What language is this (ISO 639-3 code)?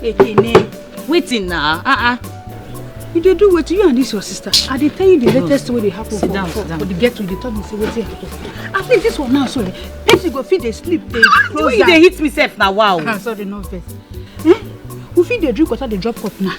pcm